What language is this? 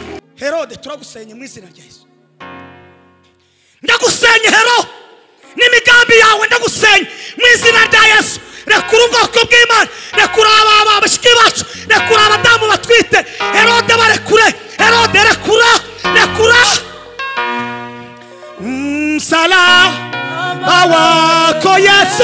Kinyarwanda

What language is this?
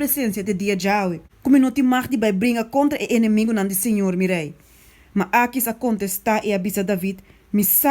Papiamento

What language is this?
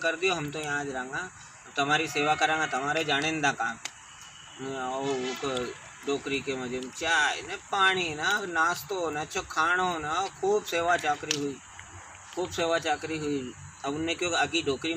Rajasthani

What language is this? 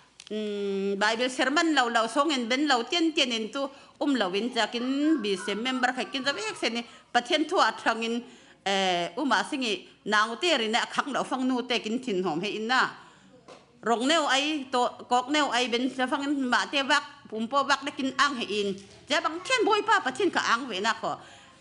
Falam Chin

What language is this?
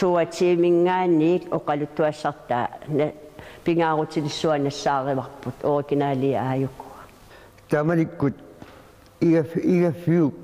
Kalaallisut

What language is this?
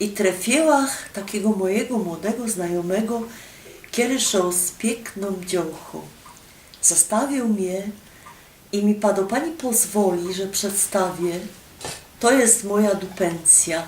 Silesian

